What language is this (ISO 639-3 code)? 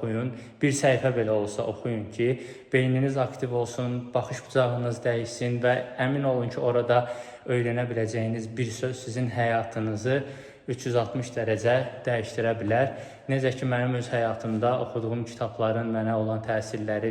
aze